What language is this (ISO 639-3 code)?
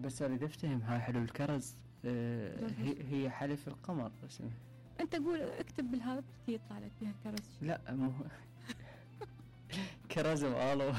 acm